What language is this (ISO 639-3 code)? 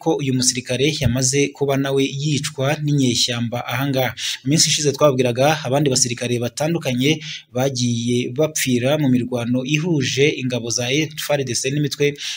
kin